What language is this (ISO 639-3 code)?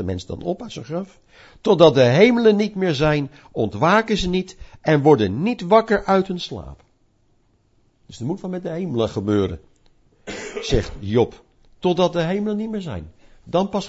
nld